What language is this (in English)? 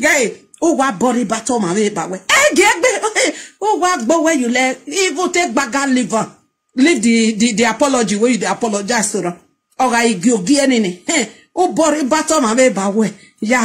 Nigerian Pidgin